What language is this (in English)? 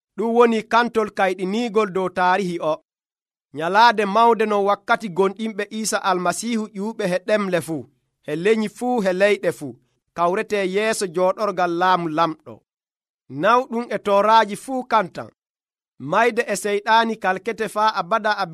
Nigerian Fulfulde